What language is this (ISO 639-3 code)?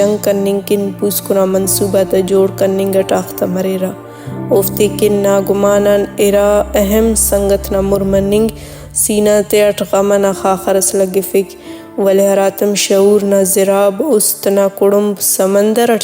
brh